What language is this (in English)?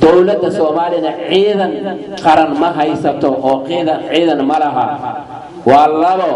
Somali